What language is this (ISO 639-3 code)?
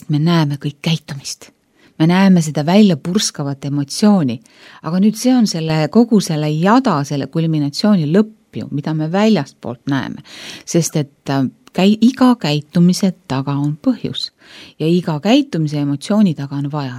est